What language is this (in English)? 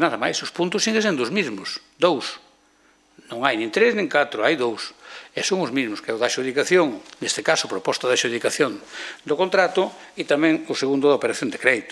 Galician